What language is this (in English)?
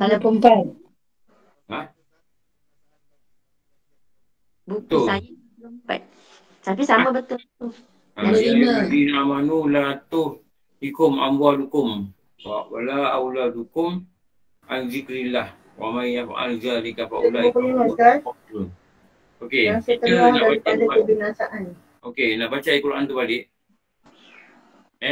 Malay